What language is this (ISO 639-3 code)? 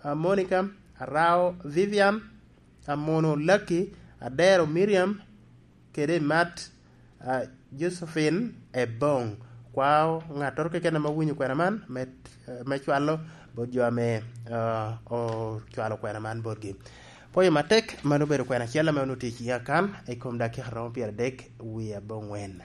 laj